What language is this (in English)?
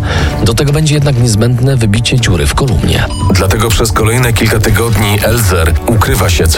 Polish